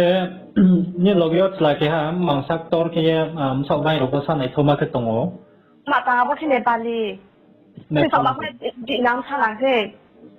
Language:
Riang (India)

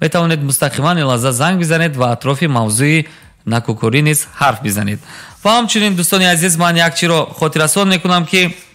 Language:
Tajik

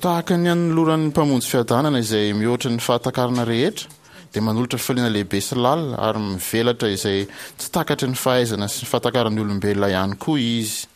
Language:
Malagasy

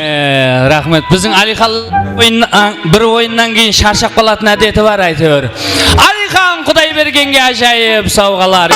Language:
Kara-Kalpak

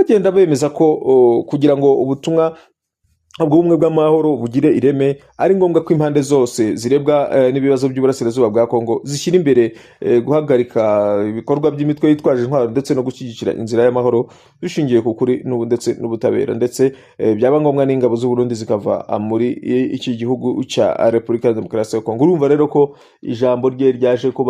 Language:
Kinyarwanda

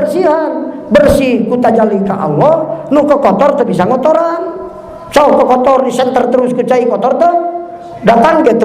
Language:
Sundanese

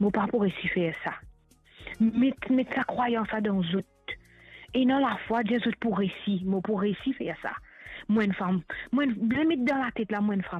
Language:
Morisyen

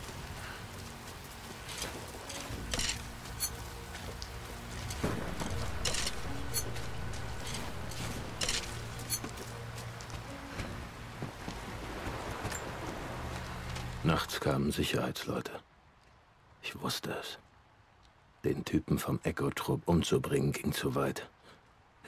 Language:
German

